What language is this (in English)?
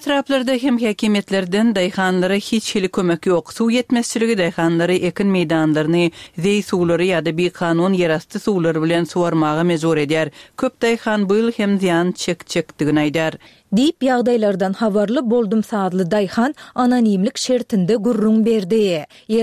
Turkmen